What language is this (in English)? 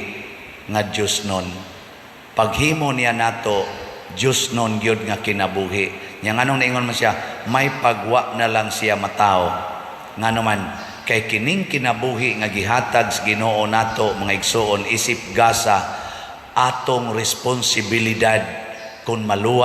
Cebuano